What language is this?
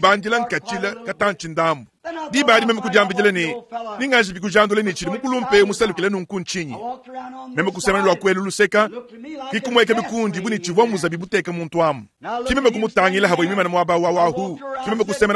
Luba-Lulua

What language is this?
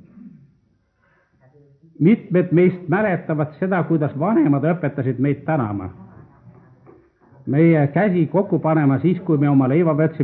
Estonian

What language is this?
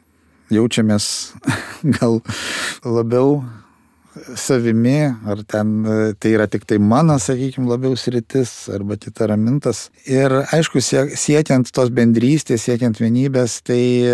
Lithuanian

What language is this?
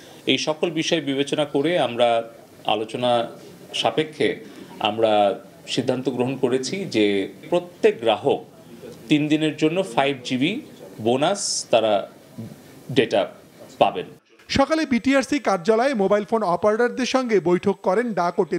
Bangla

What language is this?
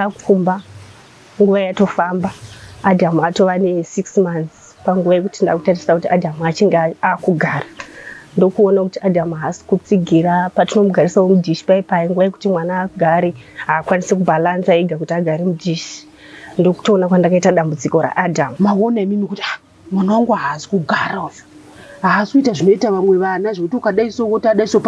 Shona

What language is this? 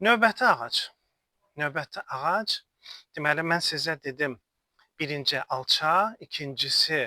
Azerbaijani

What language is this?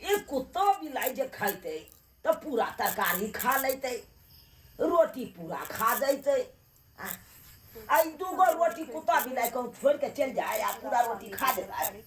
Maithili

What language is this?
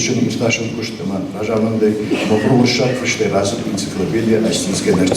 Ossetic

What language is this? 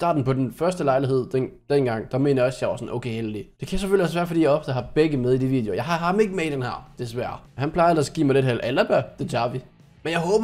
Danish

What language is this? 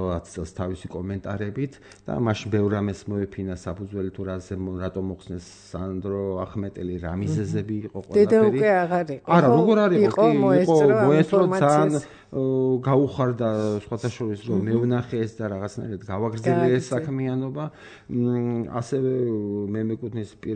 Georgian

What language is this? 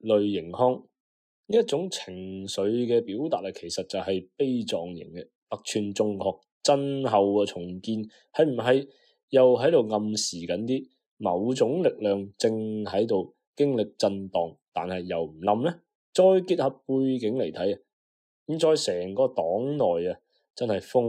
Cantonese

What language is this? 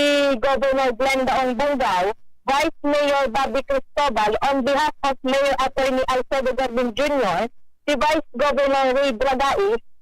Bikol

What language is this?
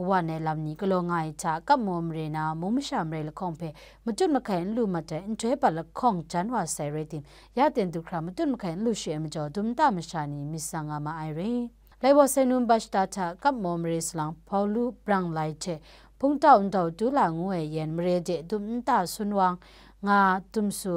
Kachin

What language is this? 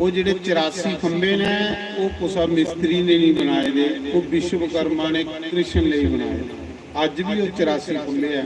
Dogri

